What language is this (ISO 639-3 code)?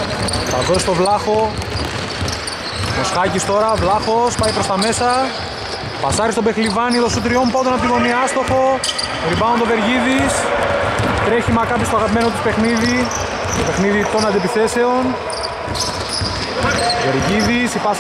ell